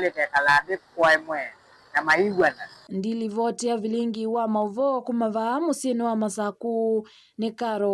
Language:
Kamba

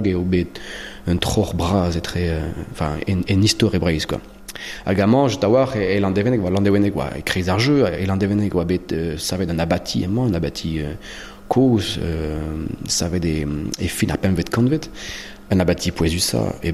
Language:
Breton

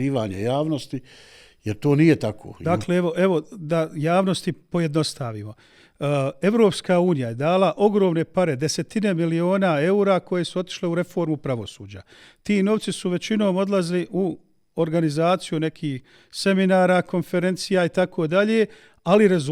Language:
Bosnian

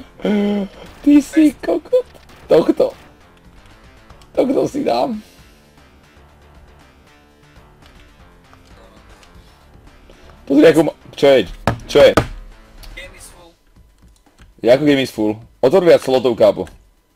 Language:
Slovak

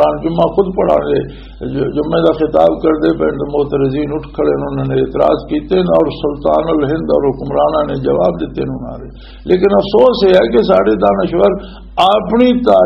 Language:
Western Panjabi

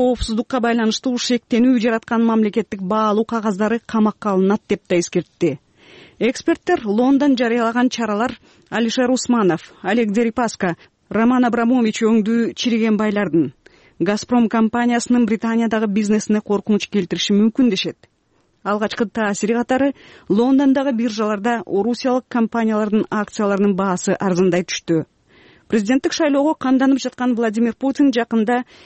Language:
Kyrgyz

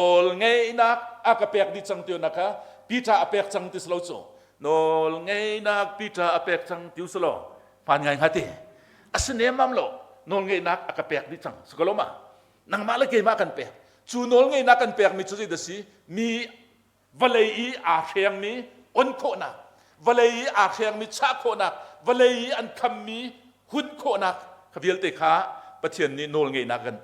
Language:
Hakha Chin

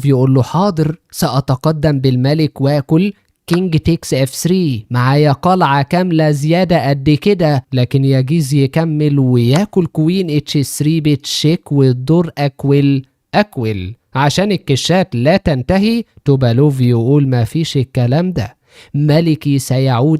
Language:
Egyptian Arabic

